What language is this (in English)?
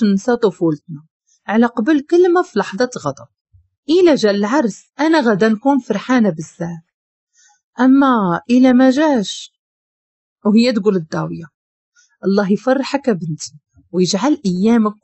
Moroccan Arabic